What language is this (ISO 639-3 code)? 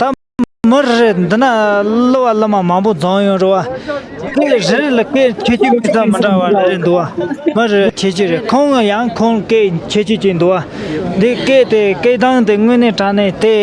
bod